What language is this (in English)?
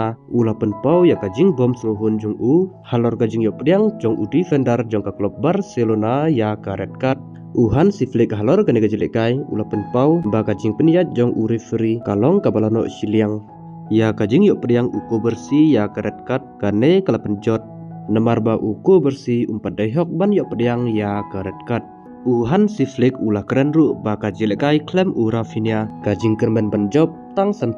Khasi